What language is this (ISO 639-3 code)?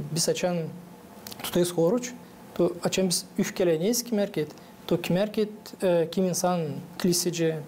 gag